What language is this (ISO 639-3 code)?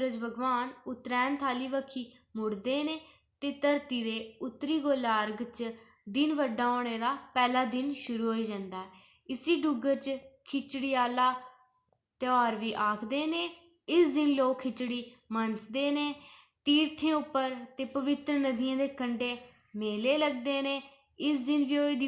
doi